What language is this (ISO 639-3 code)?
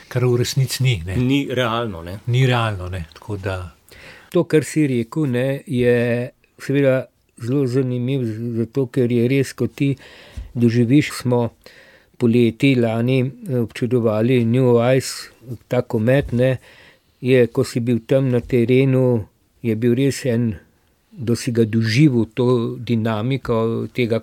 slv